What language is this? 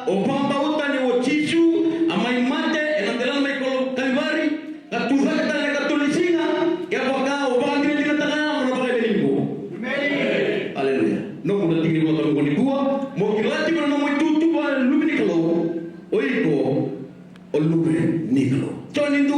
Fijian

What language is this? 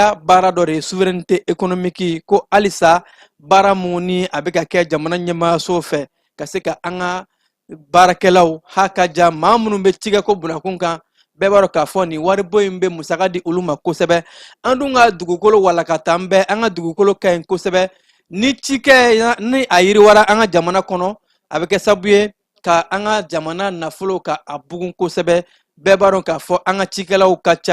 Bambara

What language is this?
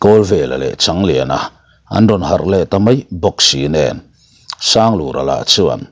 Mizo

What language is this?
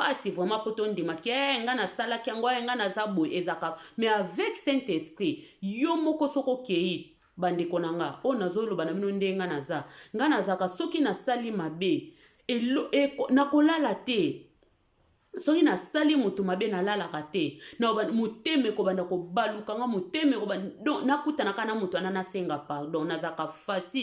Lingala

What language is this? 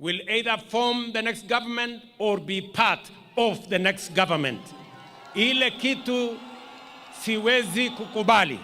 Meru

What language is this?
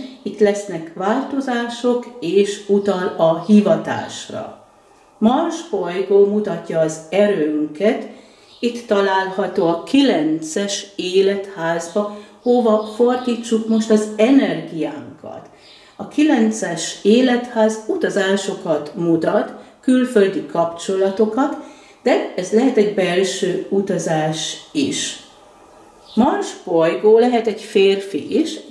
Hungarian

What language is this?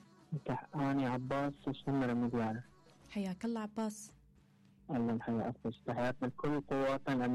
Mesopotamian Arabic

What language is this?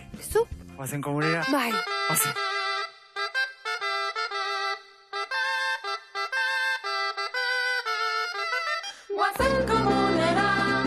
Basque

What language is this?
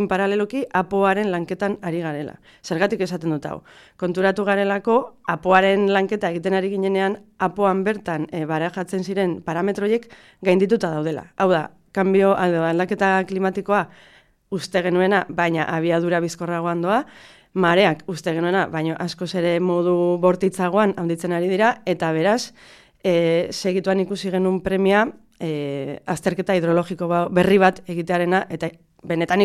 Basque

